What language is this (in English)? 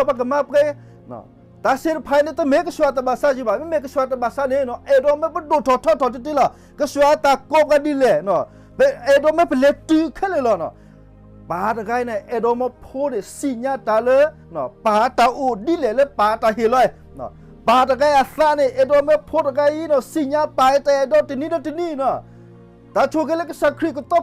S'gaw Karen